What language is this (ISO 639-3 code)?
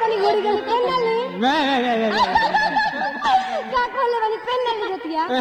bho